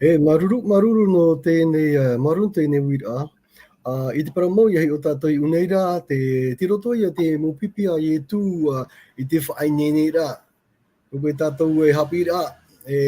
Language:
Tahitian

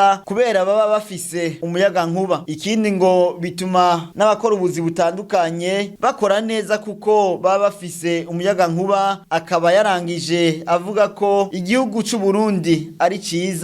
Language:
Rundi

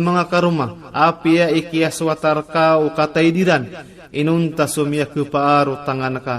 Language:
Maranao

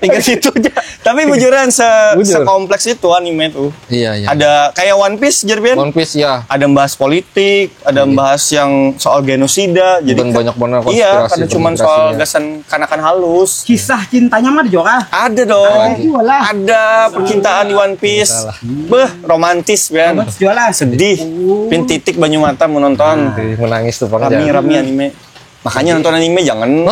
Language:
Banjar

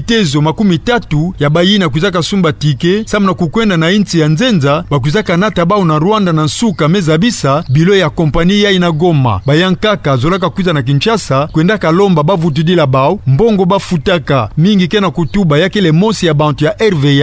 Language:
Kituba (Democratic Republic of Congo)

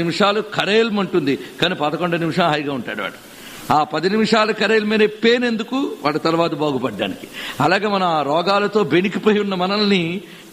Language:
Telugu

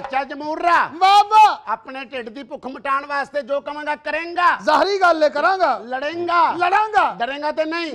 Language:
Punjabi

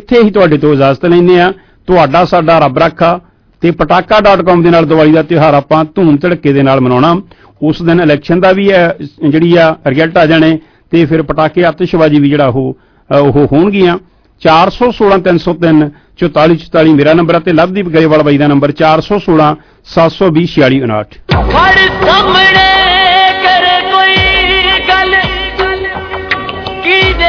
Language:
Punjabi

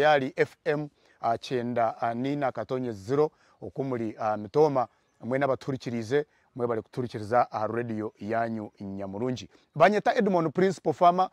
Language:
Nyankole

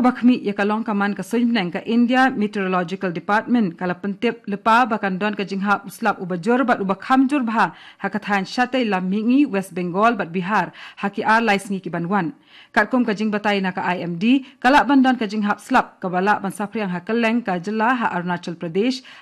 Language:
Khasi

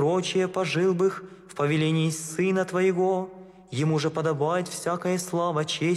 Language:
Russian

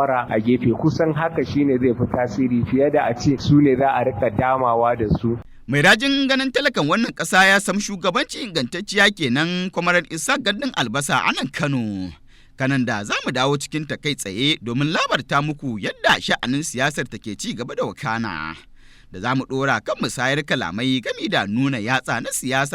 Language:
Hausa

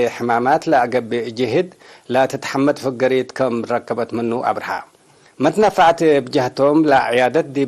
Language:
Tigre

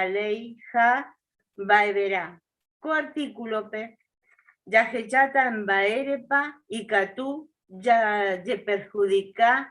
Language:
Guarani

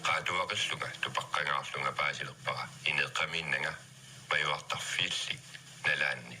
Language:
Kalaallisut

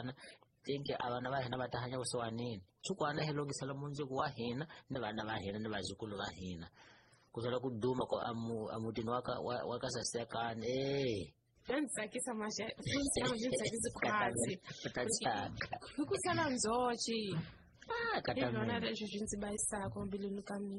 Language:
Tsonga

